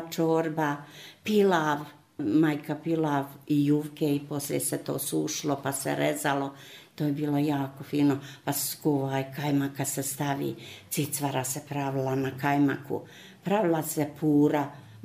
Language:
Serbian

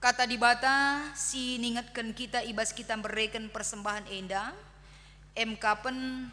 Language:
Batak Karo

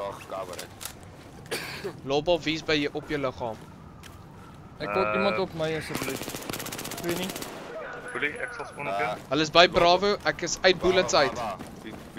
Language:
Afrikaans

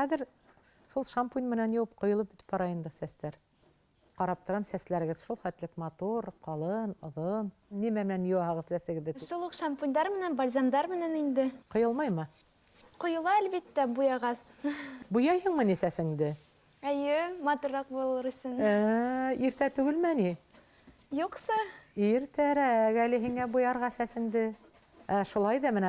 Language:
Bashkir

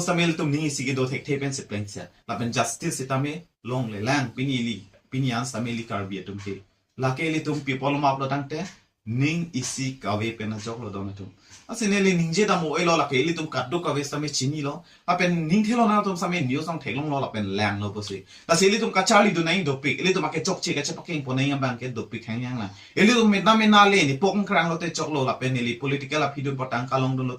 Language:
Karbi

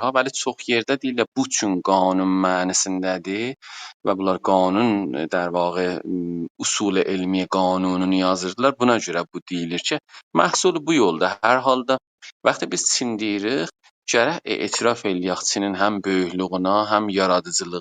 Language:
South Azerbaijani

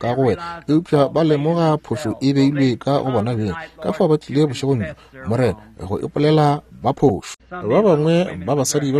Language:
Northern Sotho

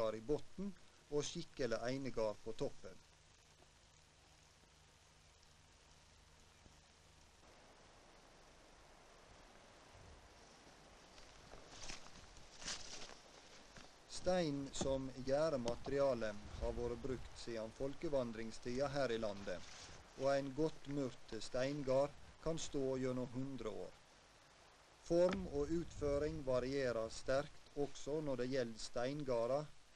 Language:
Norwegian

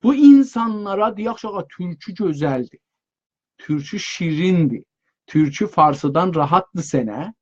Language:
South Azerbaijani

